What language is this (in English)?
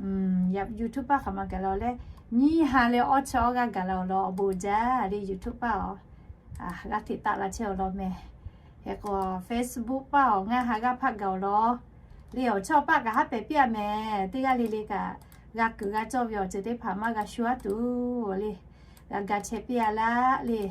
Lahu